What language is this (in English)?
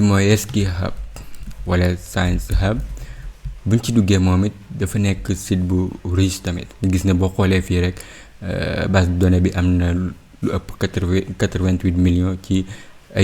Wolof